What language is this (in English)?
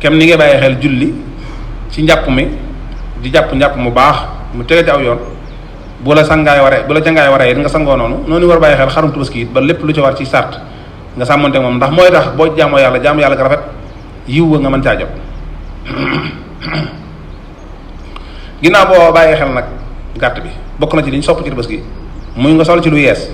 Wolof